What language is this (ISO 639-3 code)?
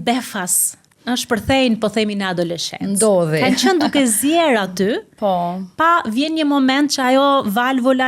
sqi